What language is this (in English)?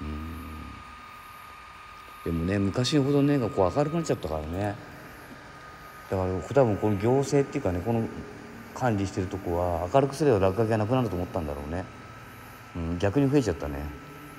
Japanese